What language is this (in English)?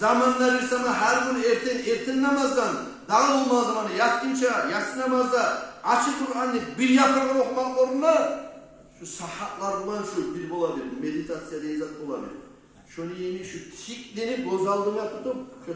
Kumyk